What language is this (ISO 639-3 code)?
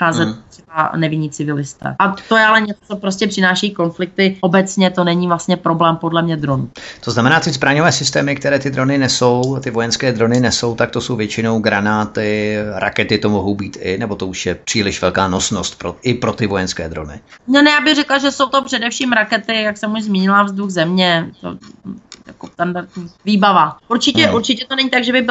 ces